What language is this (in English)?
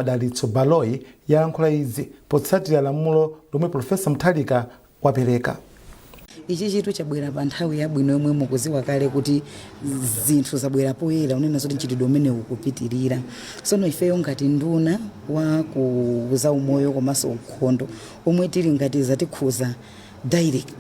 Nyanja